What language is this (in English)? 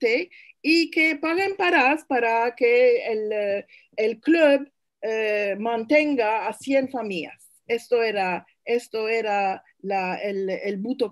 Ladino